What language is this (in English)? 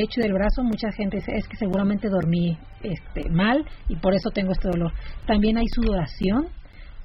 Spanish